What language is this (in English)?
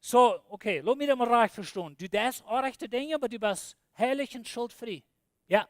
Plautdietsch